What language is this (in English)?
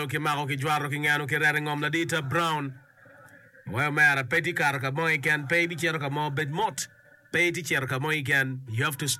Acoli